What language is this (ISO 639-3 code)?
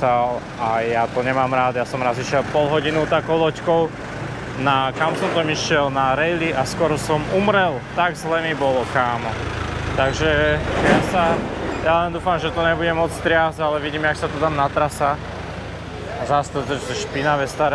slk